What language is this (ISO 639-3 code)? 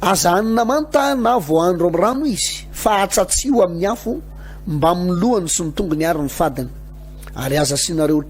mlg